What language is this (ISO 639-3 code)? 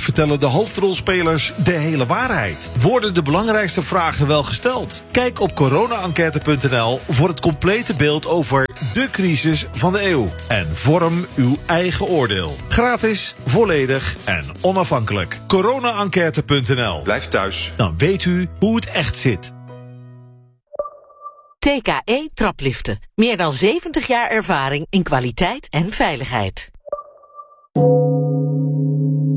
nld